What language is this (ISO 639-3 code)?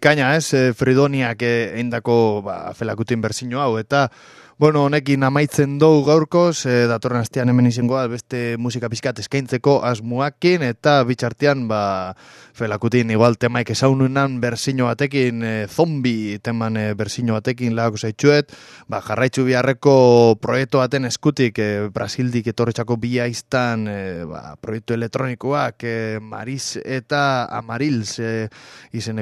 eus